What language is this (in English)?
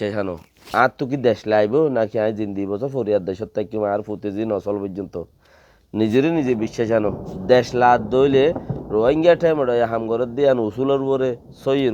Rohingya